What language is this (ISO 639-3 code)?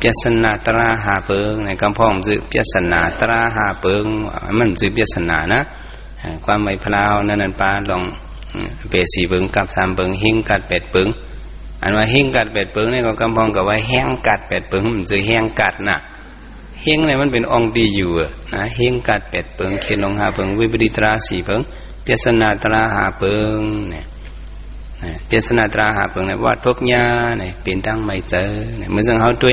shn